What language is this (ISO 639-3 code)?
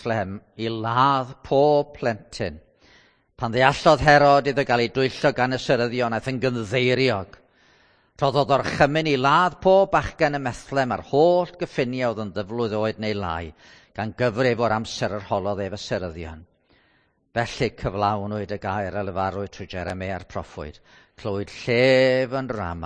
cym